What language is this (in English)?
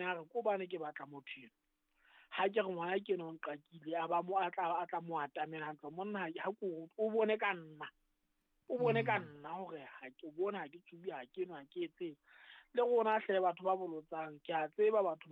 Southern Sotho